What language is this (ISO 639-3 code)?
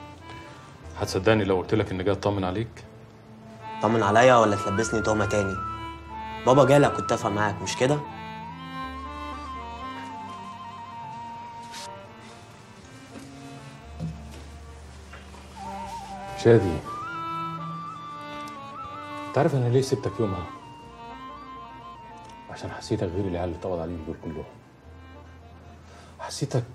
arz